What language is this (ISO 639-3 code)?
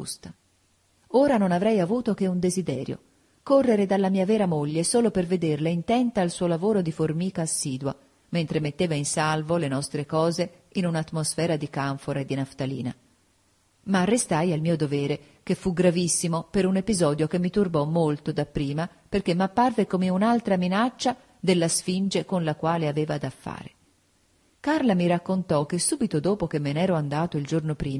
ita